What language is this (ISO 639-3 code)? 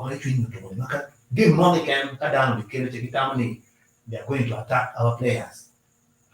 ach